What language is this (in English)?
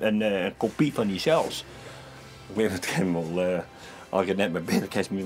Western Frisian